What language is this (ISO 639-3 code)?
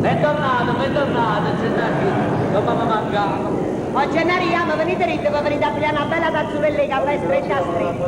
nap